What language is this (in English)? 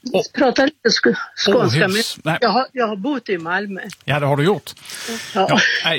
Swedish